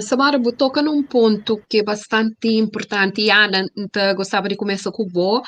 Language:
Kabuverdianu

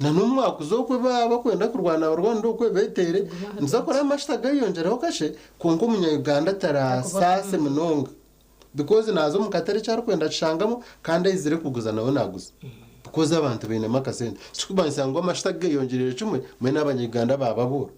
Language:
Nyankole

